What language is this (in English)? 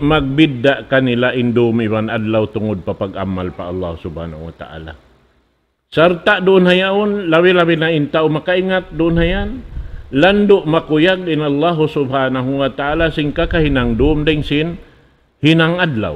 Tausug